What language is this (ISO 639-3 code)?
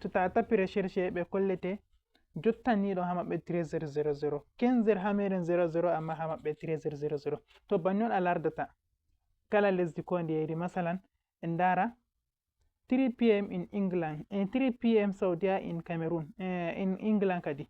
ful